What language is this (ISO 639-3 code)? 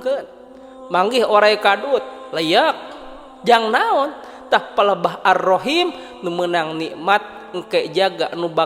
sun